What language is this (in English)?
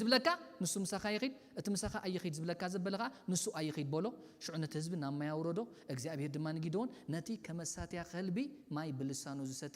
Tigrinya